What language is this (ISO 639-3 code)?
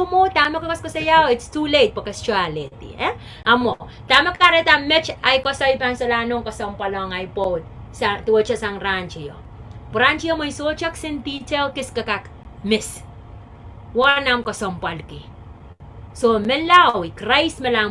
pon